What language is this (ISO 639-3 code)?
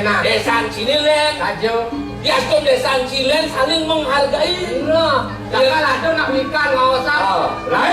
ban